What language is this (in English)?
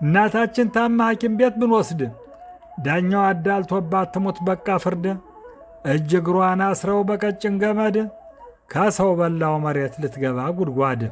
Amharic